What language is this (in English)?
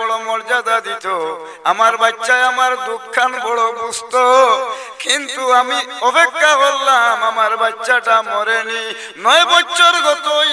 Sylheti